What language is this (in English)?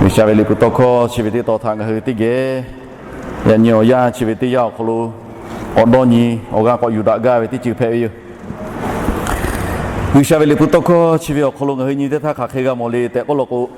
Lahu